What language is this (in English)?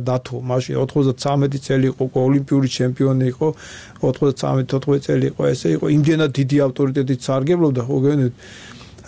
Georgian